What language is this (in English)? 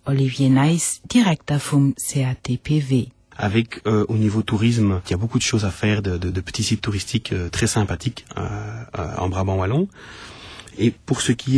Luxembourgish